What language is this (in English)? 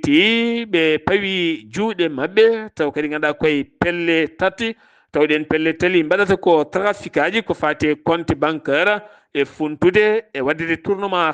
Fula